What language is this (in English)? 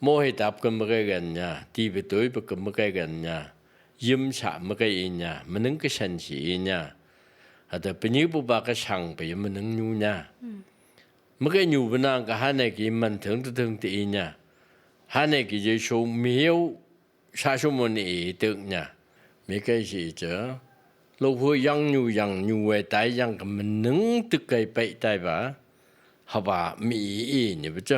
Phom Naga